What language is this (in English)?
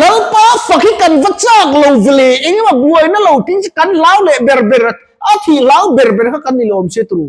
Mizo